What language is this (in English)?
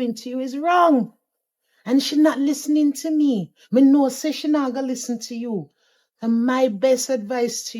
Jamaican Creole English